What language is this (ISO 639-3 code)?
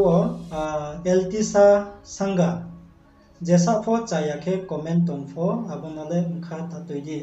ria